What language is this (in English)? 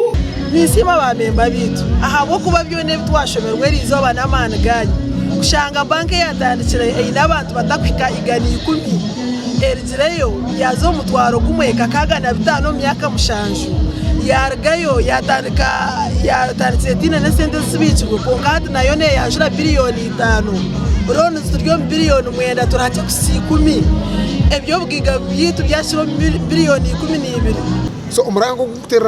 Nyankole